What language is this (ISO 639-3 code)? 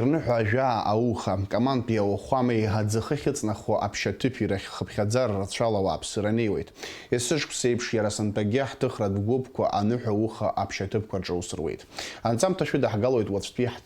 abk